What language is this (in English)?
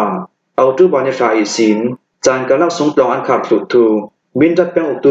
Hakha Chin